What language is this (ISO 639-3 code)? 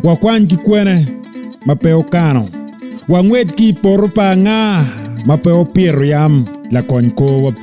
ach